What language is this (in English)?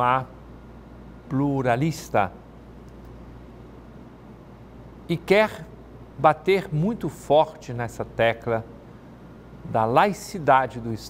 Portuguese